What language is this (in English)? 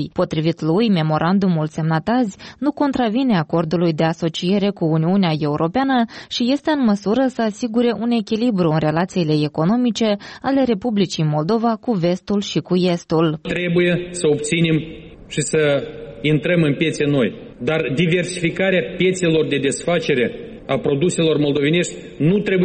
Romanian